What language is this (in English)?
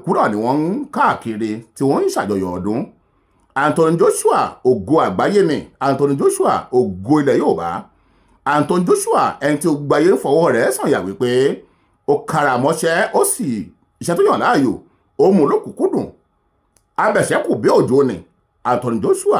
Yoruba